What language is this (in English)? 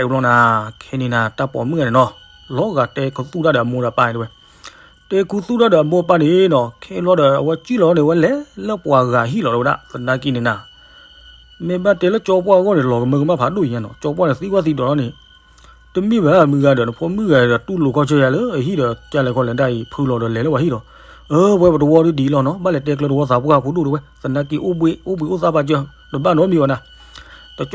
S'gaw Karen